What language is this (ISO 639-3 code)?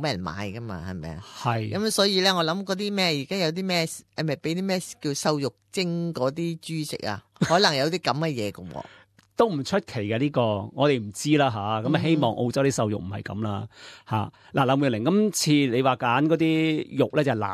yue